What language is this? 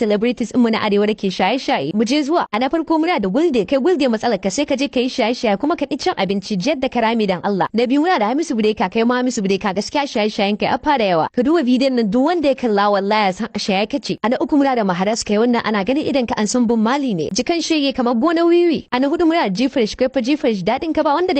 Hausa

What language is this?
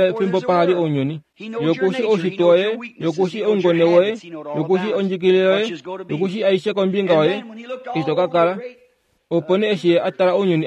Kuanyama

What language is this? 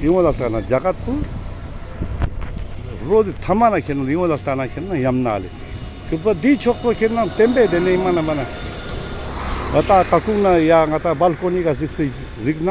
Ladakhi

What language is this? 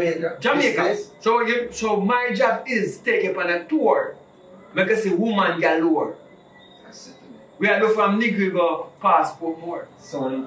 Jamaican Creole English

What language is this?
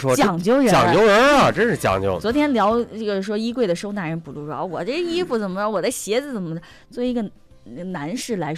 Chinese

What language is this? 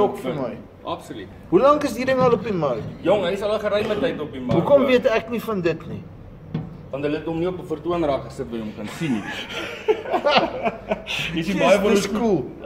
Afrikaans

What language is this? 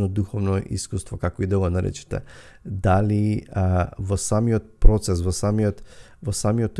Macedonian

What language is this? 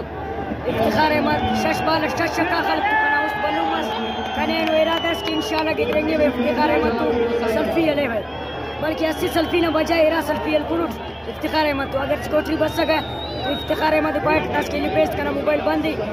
Brahui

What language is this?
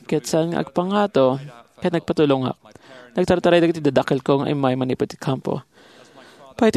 Iloko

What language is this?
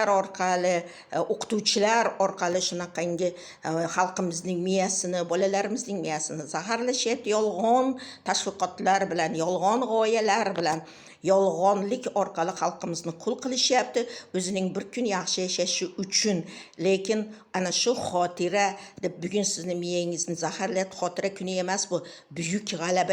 Uzbek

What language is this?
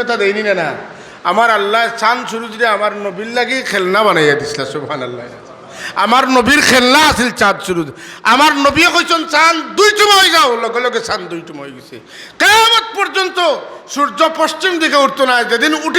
Sylheti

